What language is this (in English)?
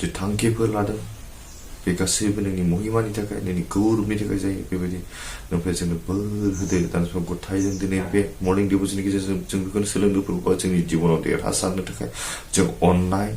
Bodo